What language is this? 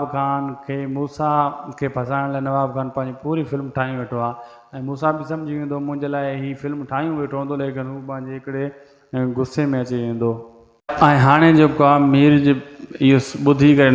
Sindhi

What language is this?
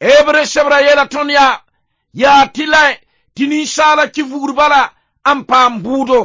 Mossi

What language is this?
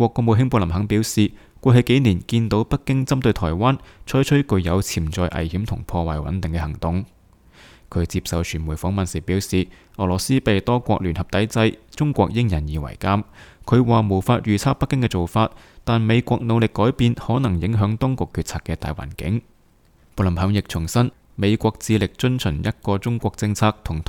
Cantonese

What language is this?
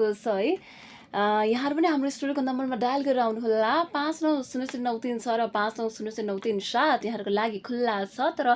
Nepali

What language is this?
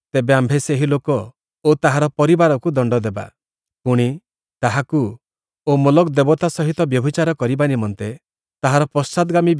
Odia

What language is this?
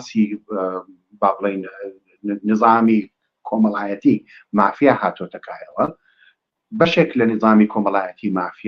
Central Kurdish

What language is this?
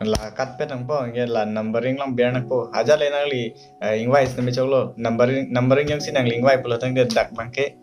Karbi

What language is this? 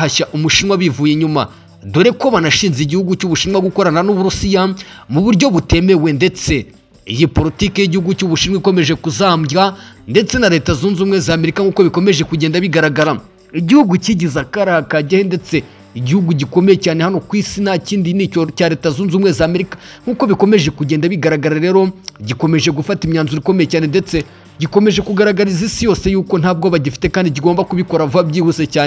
Kinyarwanda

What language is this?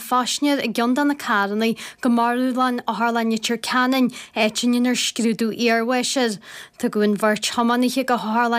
Irish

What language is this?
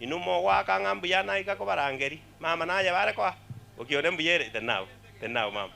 Gusii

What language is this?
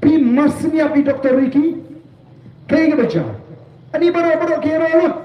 Khasi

